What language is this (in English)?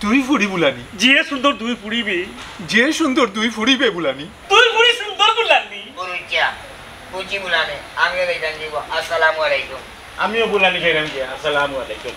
Sylheti